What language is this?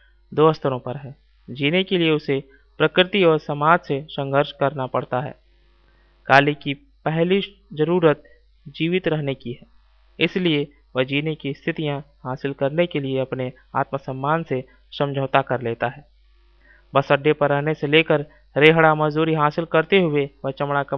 Hindi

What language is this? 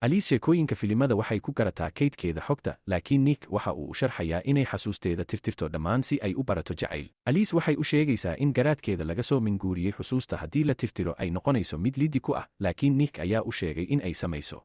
Somali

